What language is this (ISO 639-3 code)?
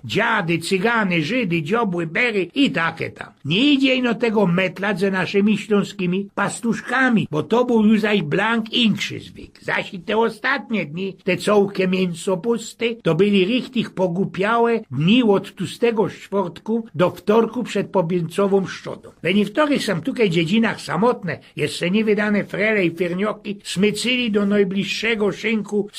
szl